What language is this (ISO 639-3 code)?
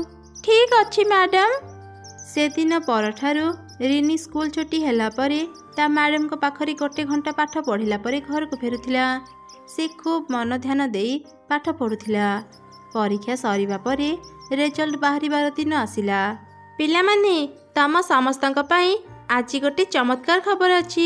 ori